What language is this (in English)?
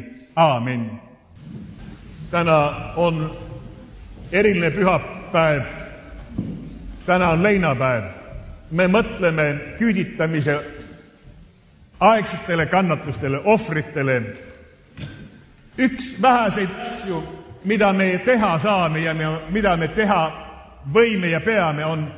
Estonian